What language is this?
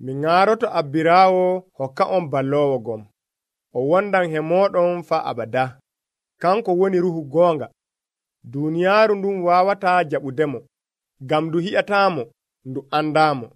Nigerian Fulfulde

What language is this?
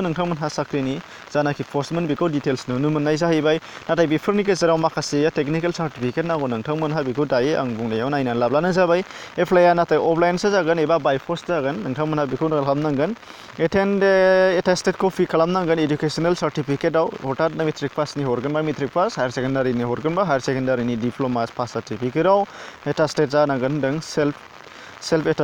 Bodo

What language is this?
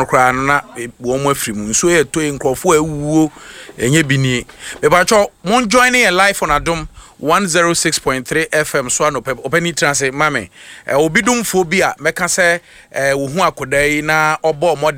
Akan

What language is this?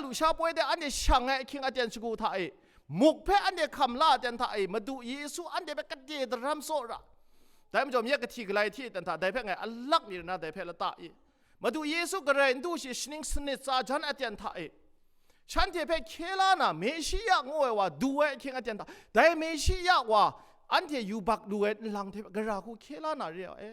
Kachin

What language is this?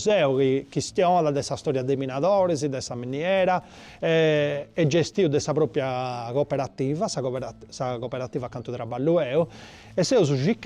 Sardinian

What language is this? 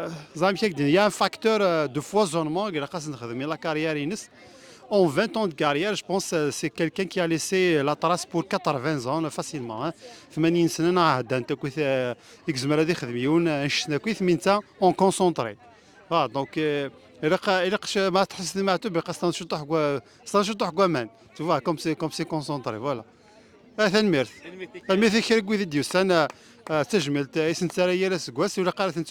Kabyle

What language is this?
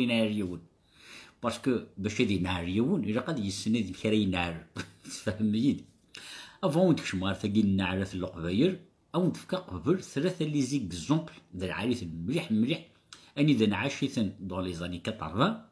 Kabyle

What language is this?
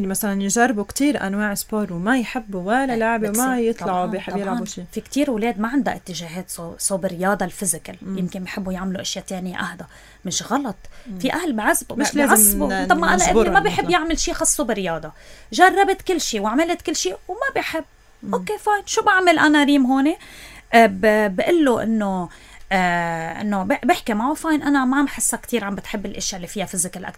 North Levantine Arabic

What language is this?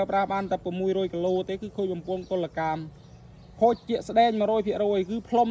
Khmer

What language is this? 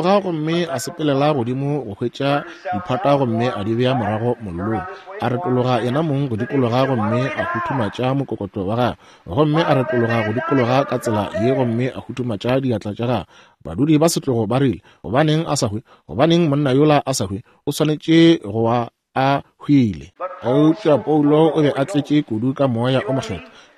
Northern Sotho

